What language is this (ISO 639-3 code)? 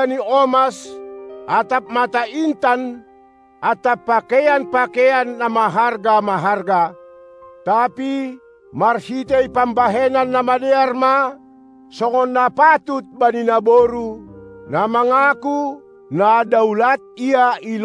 bts